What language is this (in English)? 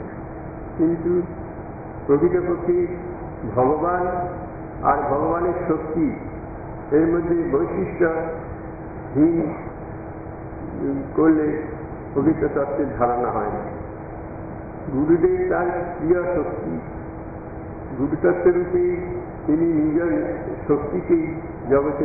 Bangla